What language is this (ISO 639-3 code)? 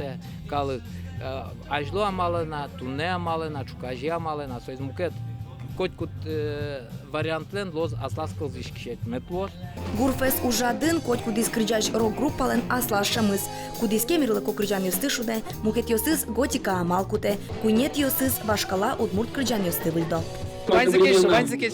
udm